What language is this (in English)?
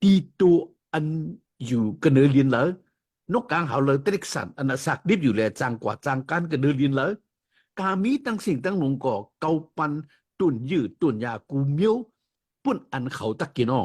Shan